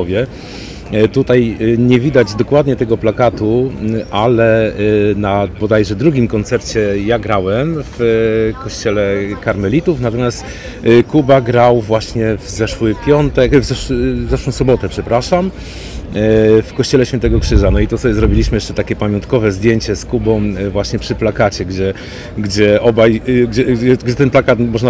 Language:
Polish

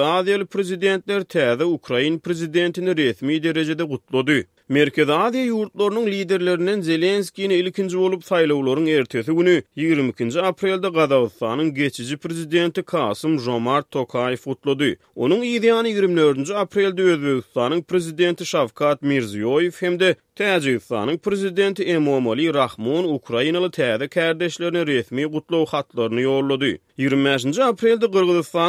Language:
Turkmen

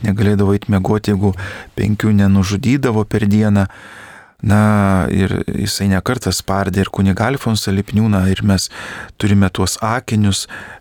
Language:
Lithuanian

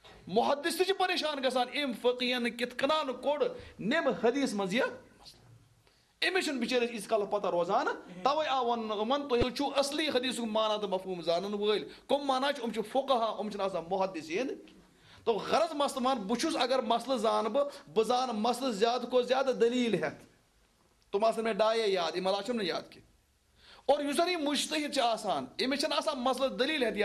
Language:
Kashmiri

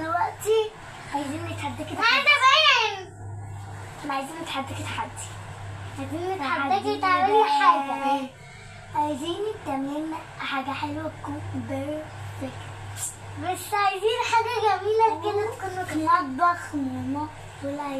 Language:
Egyptian Arabic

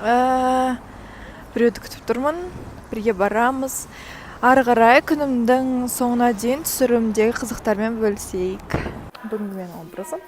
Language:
Kazakh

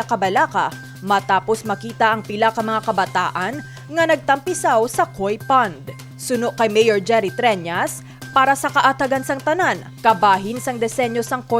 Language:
Hiligaynon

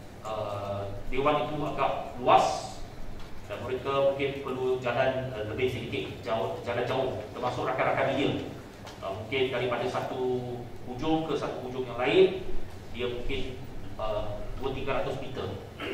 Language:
Malay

